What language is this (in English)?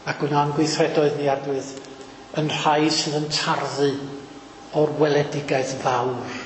Welsh